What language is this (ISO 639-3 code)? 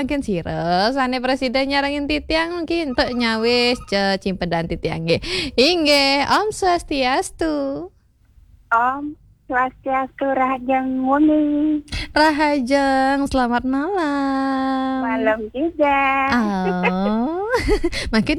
ban